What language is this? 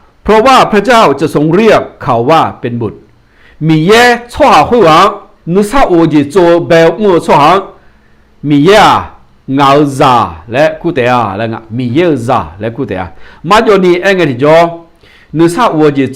Akha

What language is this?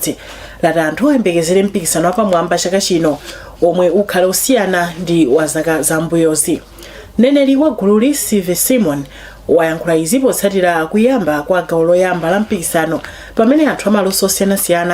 Nyanja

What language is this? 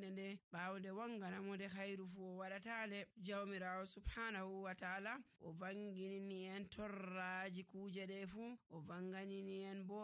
Nigerian Fulfulde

